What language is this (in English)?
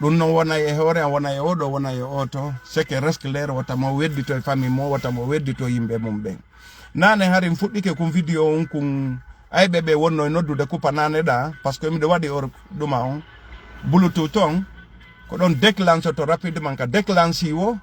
Fula